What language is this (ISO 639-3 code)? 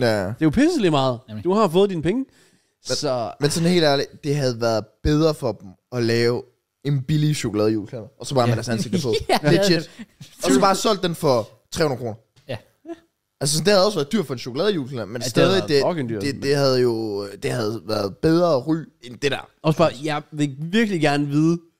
dan